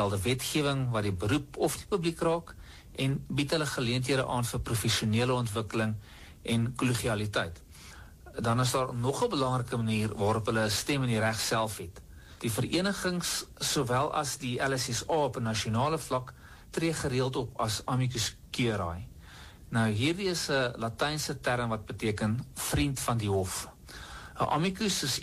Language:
Afrikaans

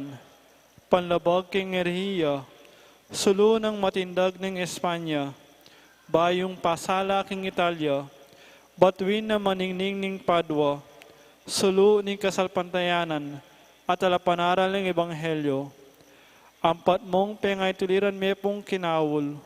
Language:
Pampanga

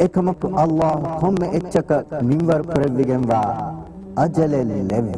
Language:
Divehi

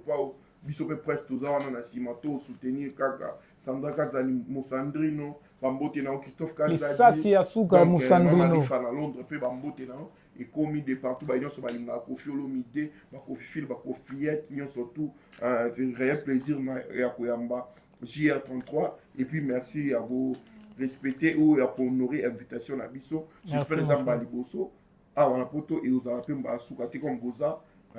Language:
Lingala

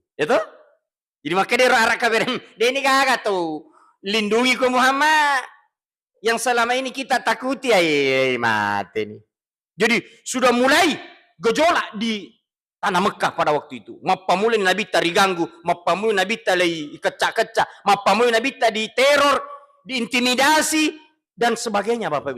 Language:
Buginese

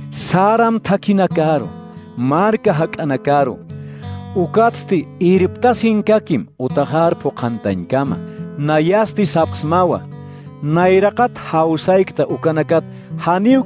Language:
Aymara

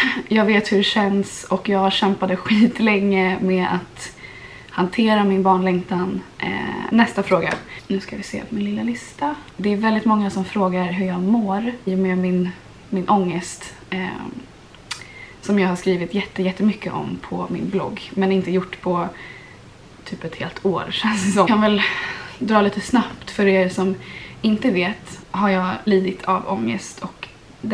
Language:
Swedish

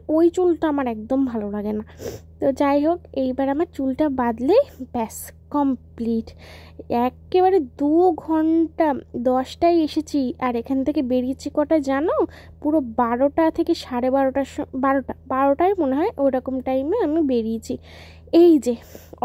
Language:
Bangla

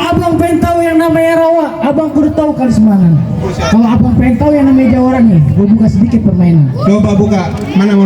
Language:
Betawi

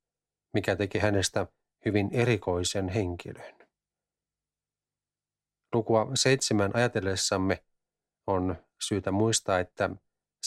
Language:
Finnish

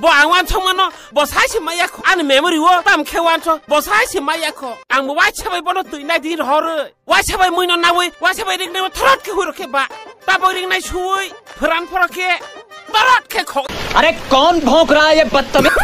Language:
Kok Borok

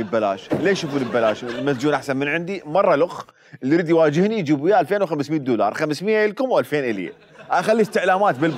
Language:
Mesopotamian Arabic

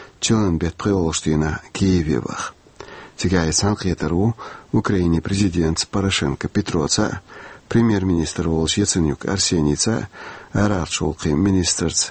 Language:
Chechen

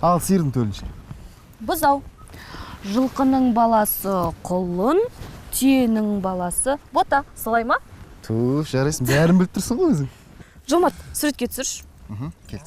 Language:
Kazakh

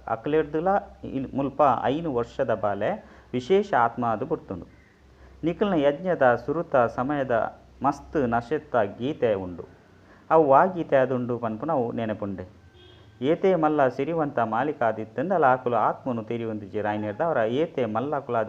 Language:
Tulu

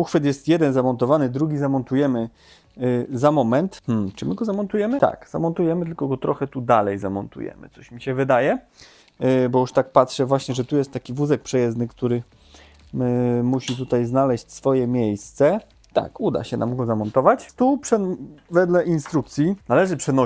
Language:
Polish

